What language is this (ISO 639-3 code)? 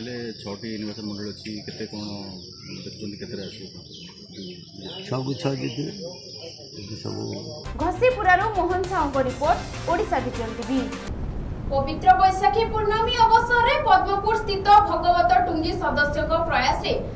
ori